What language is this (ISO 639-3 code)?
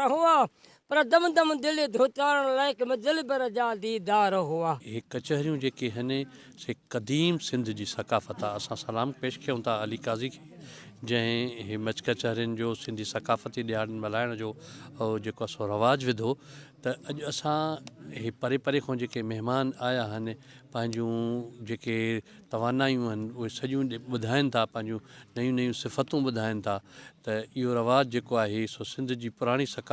snd